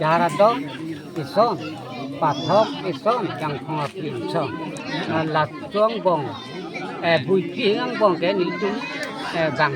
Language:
Karbi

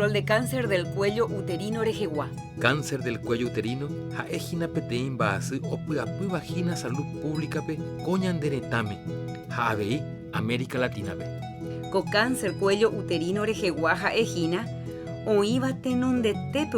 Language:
Guarani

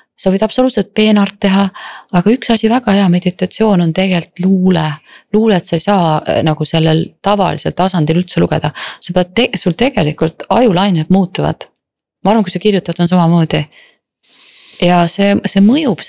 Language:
Estonian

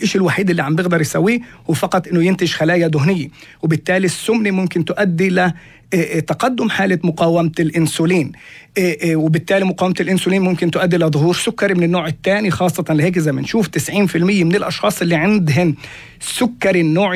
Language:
North Levantine Arabic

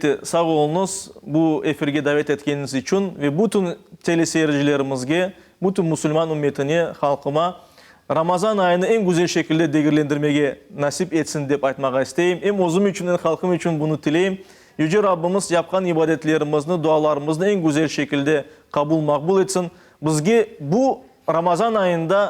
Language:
Crimean Tatar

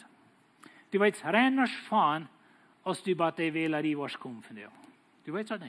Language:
Plautdietsch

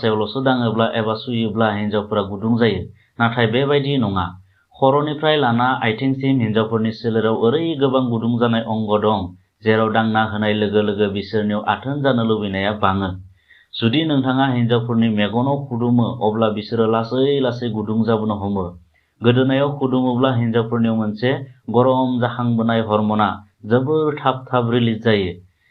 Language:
Bodo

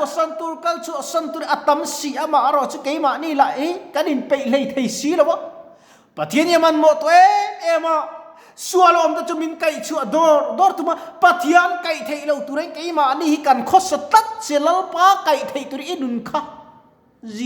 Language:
Mizo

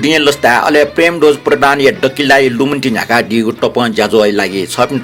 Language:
Newari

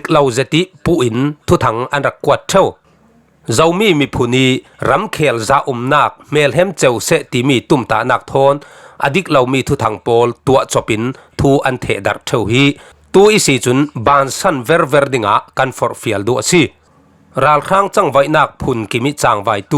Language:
Falam Chin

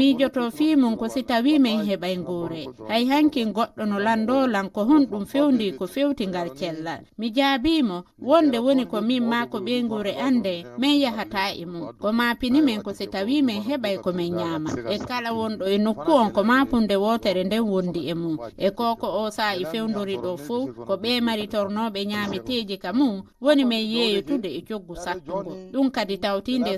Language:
Fula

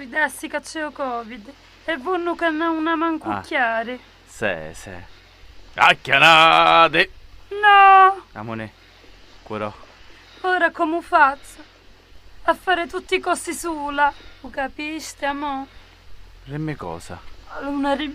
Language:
Sicilian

